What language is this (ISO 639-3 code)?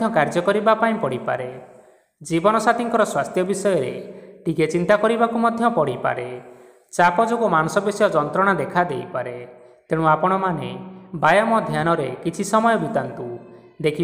ori